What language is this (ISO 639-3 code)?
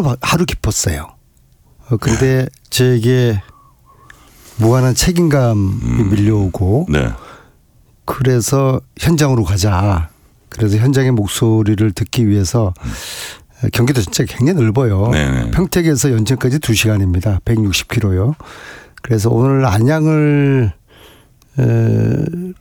kor